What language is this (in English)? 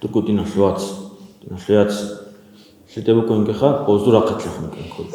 Avaric